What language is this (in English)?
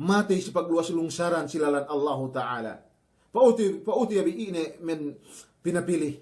Yakan